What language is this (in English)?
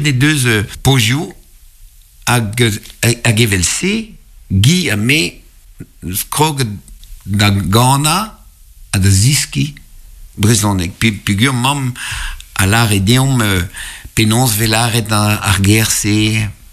Breton